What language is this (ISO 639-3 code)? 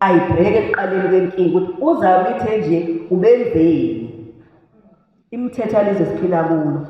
zul